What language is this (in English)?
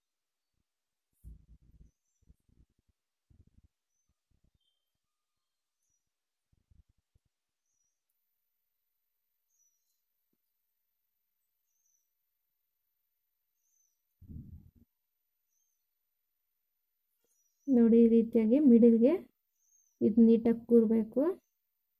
Kannada